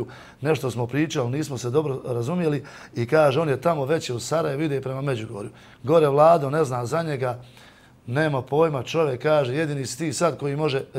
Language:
Bosnian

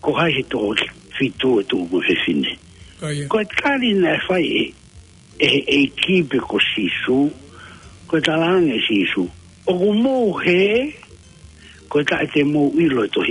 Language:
Tongan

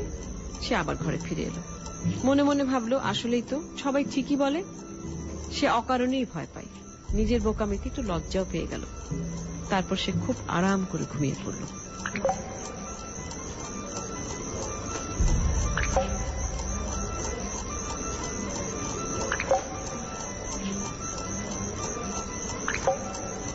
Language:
Bangla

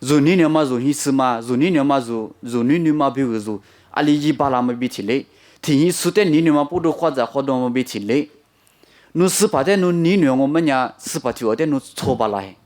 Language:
Lisu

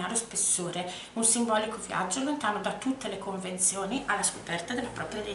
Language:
Italian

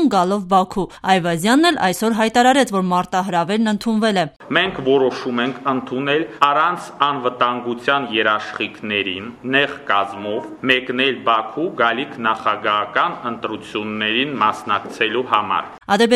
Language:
Armenian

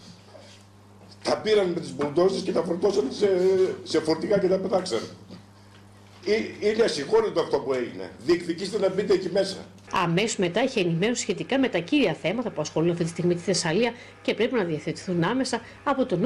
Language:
Greek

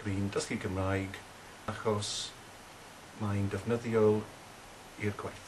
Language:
Welsh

